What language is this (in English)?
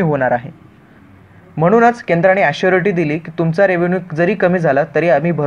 Marathi